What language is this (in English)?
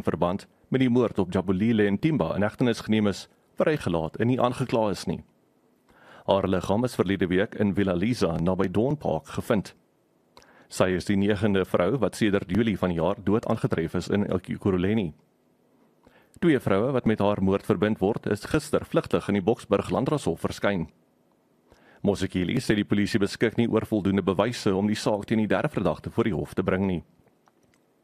Afrikaans